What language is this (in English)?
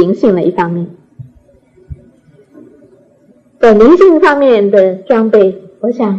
Chinese